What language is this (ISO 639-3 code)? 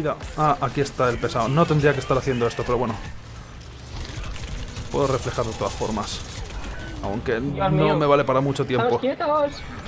spa